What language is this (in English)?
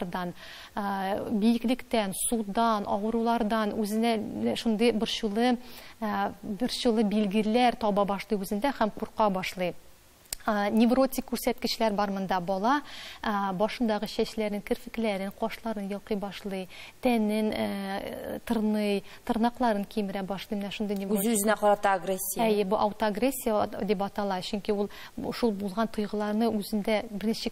Tatar